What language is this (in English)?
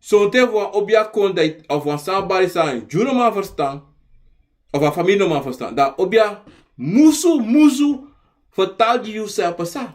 Sranan Tongo